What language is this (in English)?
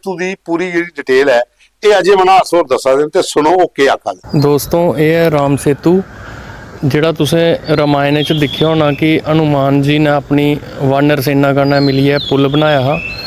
Dogri